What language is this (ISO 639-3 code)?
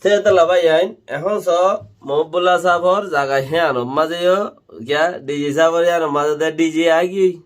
rhg